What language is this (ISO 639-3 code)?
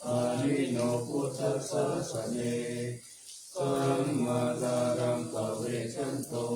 pli